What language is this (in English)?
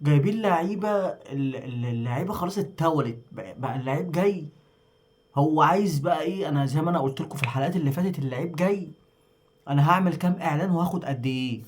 Egyptian Arabic